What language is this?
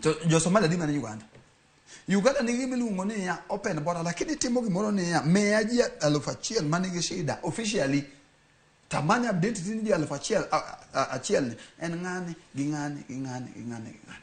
Luo (Kenya and Tanzania)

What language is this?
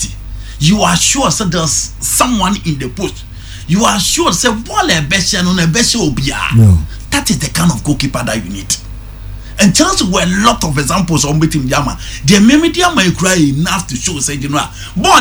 Akan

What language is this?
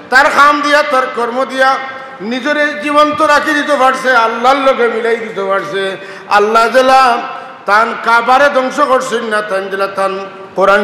Sylheti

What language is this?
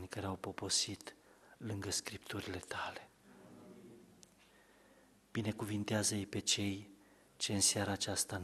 Romanian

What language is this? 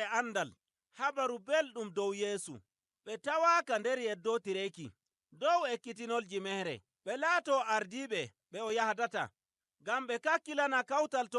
Nigerian Fulfulde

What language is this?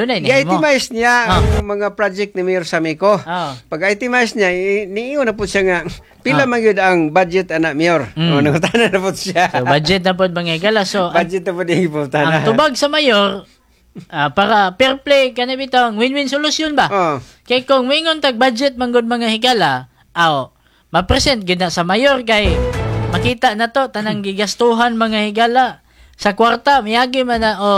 Cebuano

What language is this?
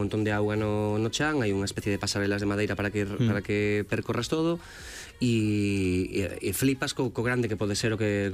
Galician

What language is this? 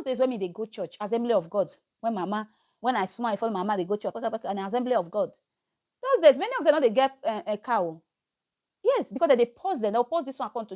Nigerian Pidgin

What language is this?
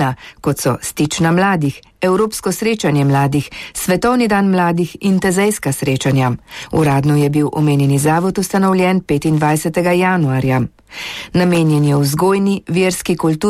Slovenian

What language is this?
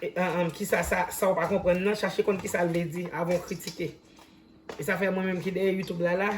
Haitian Creole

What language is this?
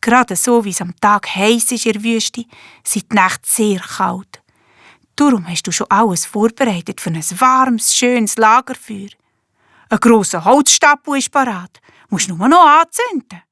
Swiss German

